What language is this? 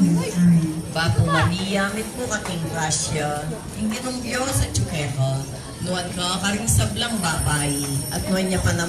Pampanga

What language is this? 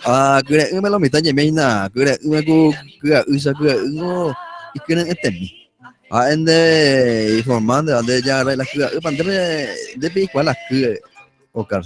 Guarani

